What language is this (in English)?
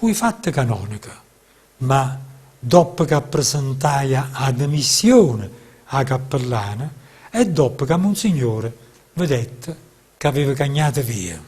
Neapolitan